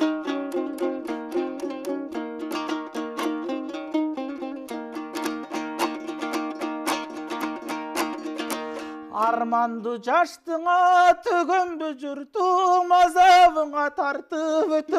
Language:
Kyrgyz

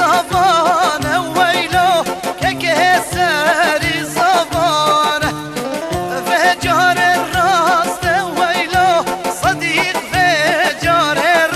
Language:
Kurdish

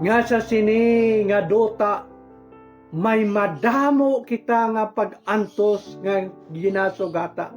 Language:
Hiligaynon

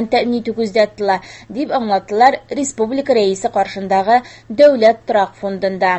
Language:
Tatar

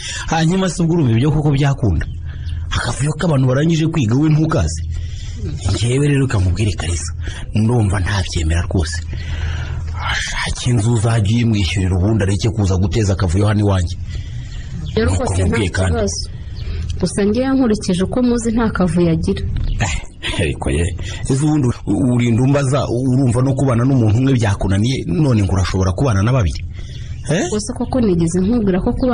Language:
Kinyarwanda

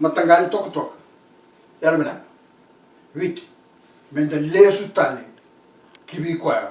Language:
Fijian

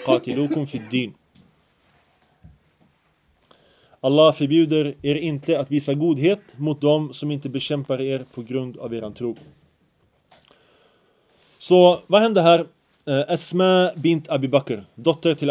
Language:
Swedish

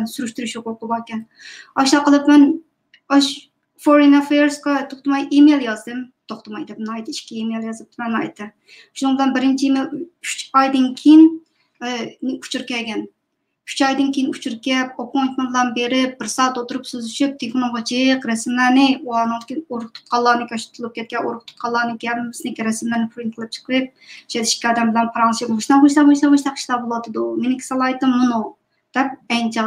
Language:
Uyghur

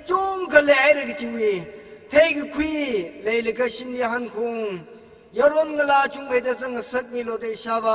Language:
Tangkhul Naga (India)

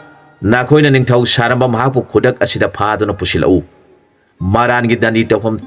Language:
Manipuri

